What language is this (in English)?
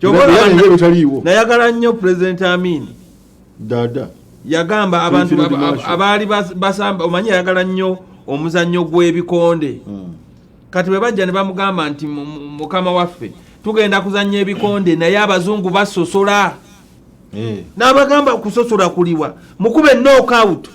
Ganda